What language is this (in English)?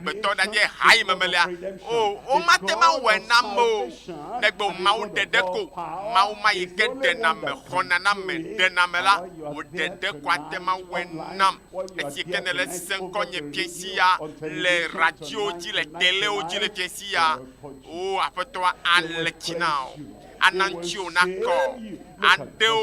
Ewe